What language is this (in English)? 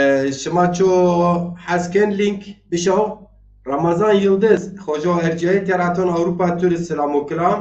Zaza